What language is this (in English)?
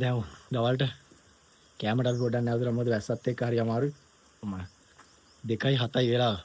Sinhala